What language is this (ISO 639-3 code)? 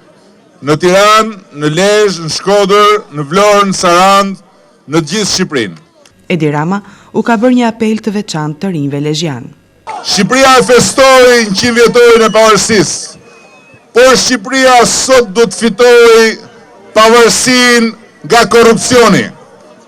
sqi